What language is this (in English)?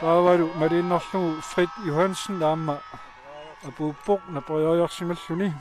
Kalaallisut